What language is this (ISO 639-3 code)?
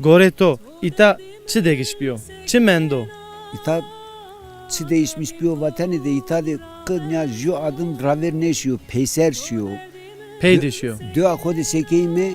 zza